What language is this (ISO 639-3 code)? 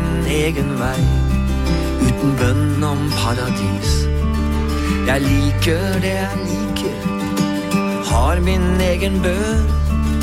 nor